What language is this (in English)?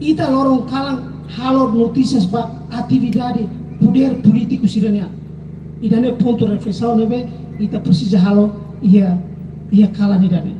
Tetum